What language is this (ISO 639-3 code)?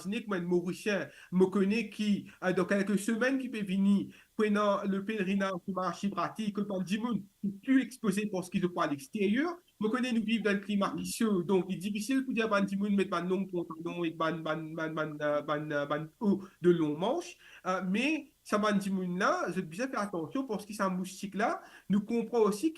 mfe